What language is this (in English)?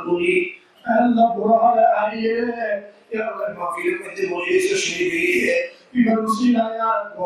Rohingya